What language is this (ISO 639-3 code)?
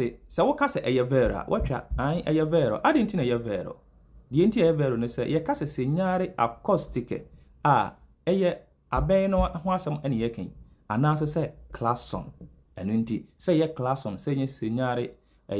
aka